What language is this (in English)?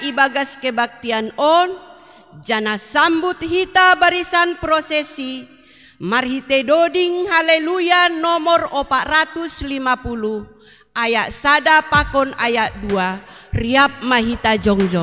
Batak Simalungun